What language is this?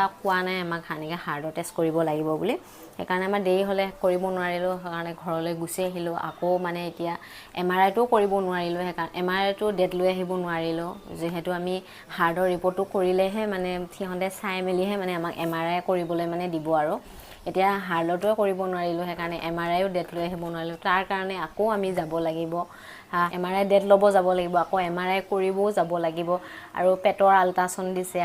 Assamese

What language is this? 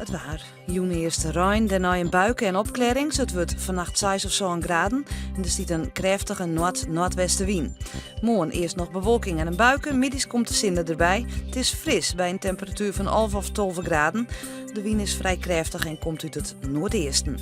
Western Frisian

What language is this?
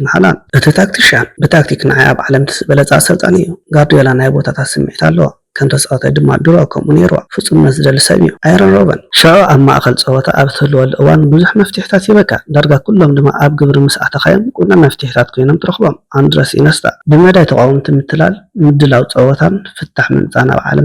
Tigrinya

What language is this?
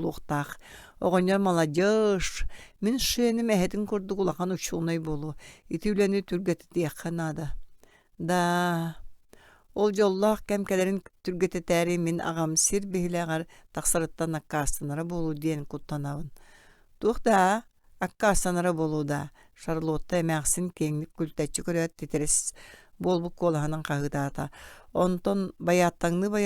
Yakut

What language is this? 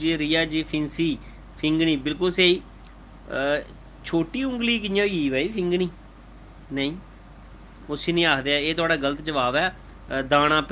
Dogri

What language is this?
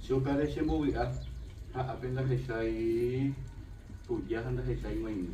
Guarani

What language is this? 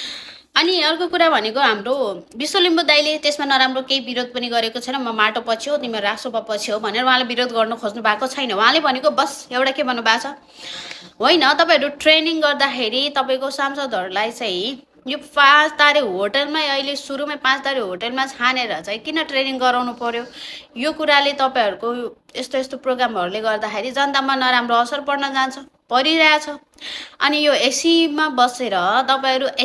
Nepali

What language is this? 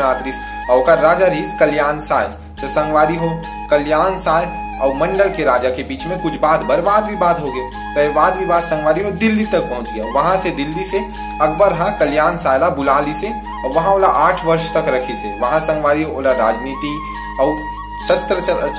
Chhattisgarhi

